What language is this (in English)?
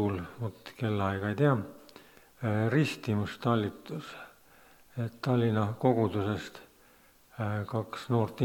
Estonian